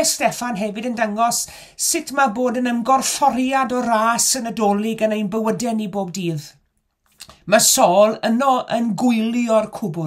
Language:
Welsh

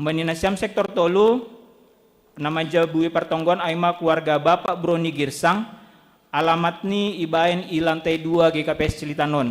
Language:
Batak Simalungun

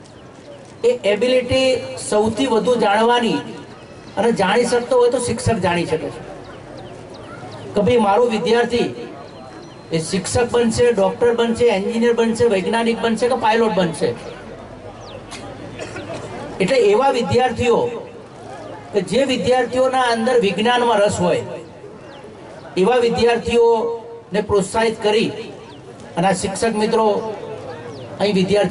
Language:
Gujarati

